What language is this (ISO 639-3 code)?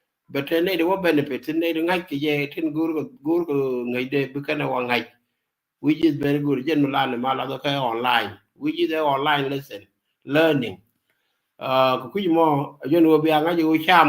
nus